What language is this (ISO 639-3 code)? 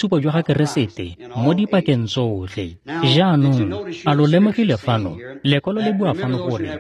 tsn